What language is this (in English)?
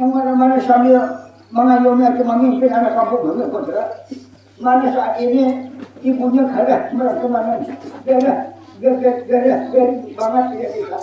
Banjar